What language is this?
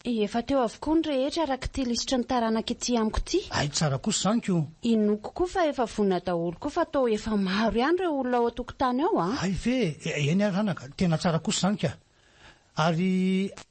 Malagasy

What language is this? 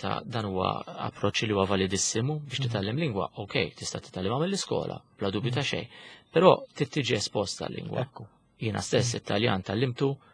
Maltese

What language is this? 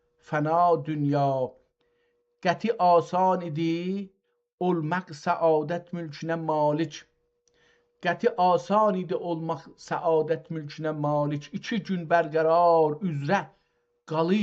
South Azerbaijani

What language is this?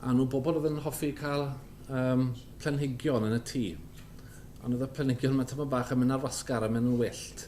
Welsh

